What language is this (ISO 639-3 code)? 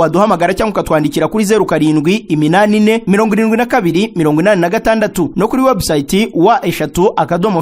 kin